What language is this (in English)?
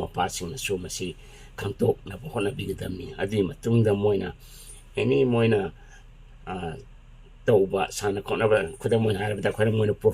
Manipuri